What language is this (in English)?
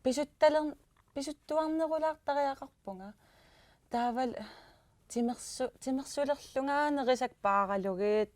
Kalaallisut